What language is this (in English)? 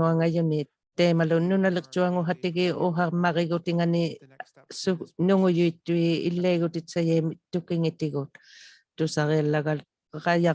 Inuktitut